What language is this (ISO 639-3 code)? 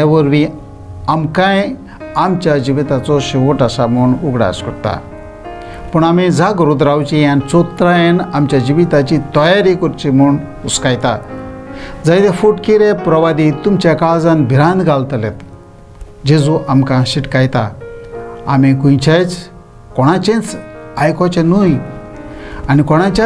kok